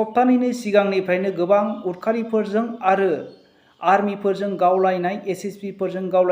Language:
Bodo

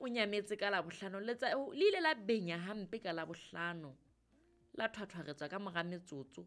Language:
Southern Sotho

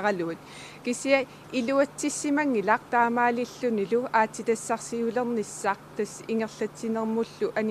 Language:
Kalaallisut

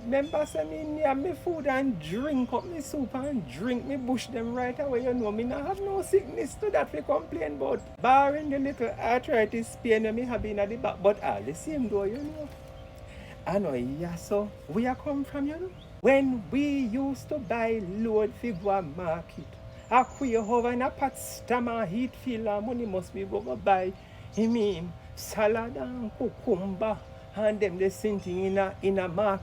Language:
Jamaican Creole English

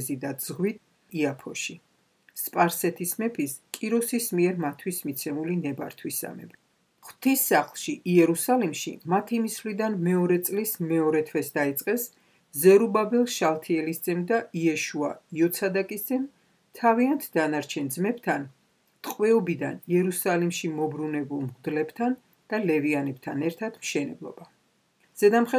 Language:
Georgian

